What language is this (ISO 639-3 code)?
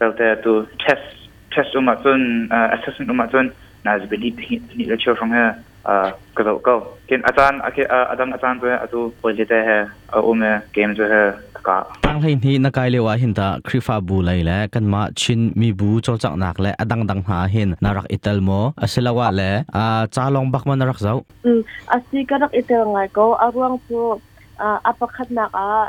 cnh